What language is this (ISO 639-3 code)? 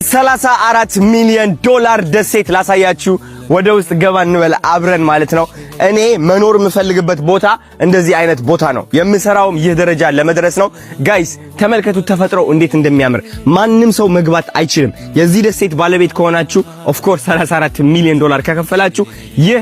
amh